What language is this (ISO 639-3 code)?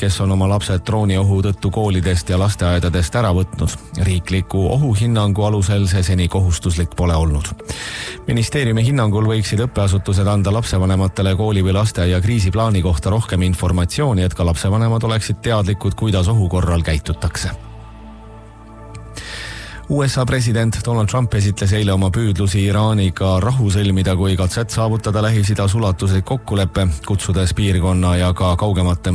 est